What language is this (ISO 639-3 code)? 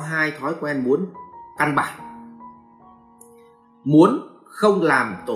vie